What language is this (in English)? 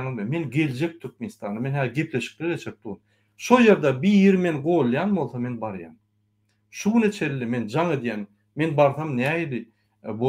Turkmen